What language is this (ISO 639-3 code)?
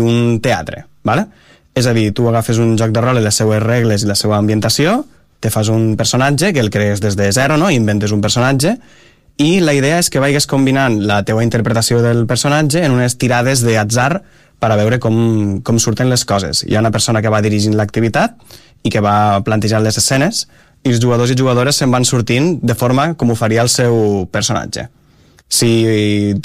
cat